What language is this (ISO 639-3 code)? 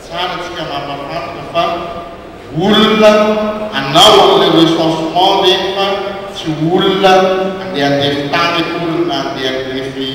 mlg